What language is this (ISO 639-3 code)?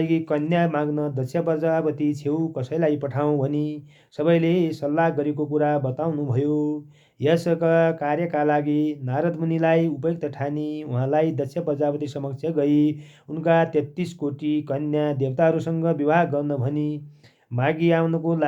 nep